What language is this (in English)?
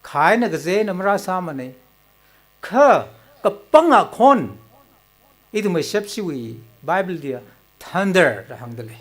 Tangkhul Naga (India)